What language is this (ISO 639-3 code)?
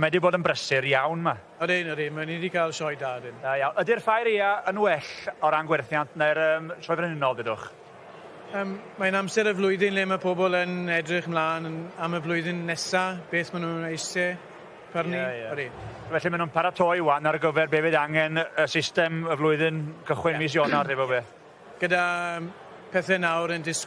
cym